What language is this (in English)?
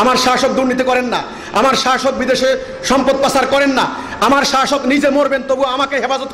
Bangla